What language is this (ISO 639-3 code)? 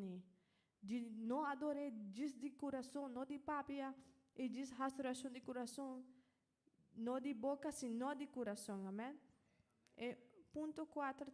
pap